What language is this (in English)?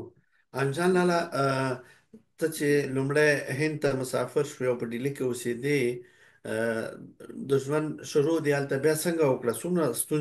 Pashto